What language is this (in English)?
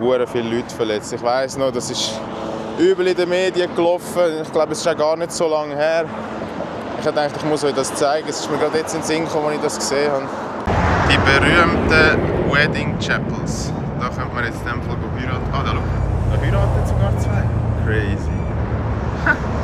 Swiss German